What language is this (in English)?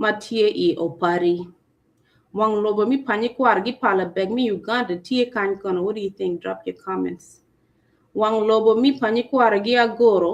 Acoli